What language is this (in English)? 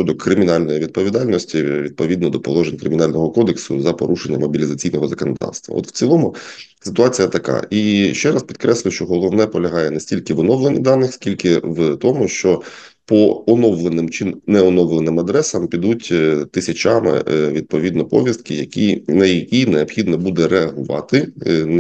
Ukrainian